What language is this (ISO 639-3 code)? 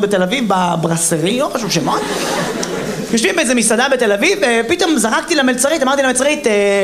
heb